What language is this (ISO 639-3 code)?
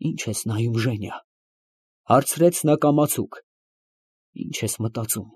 hye